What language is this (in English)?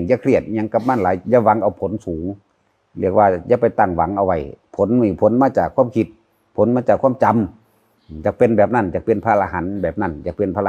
Northeastern Thai